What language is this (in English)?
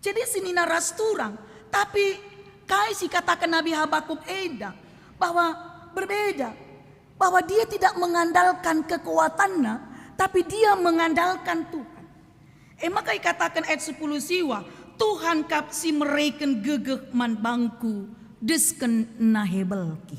Batak Karo